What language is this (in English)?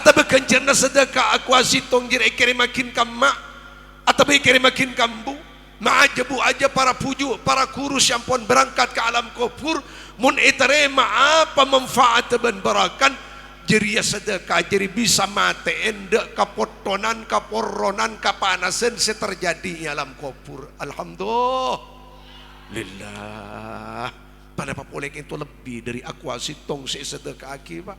Madurese